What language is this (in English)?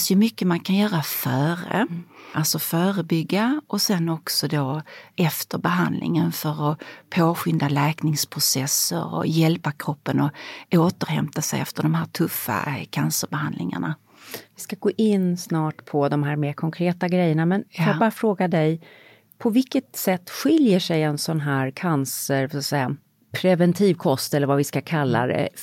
Swedish